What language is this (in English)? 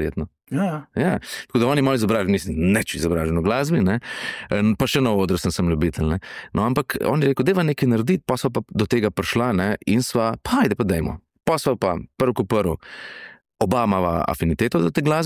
Slovenian